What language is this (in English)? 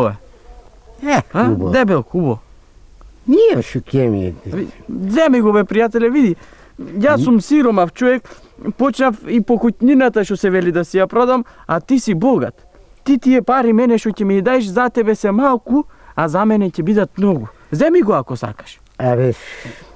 Macedonian